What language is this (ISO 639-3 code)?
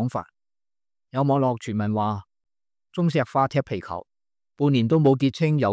yue